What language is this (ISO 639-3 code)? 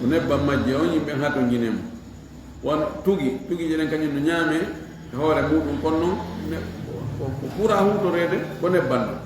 ful